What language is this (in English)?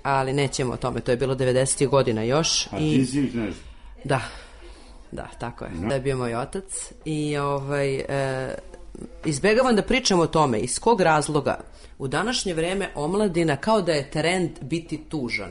Serbian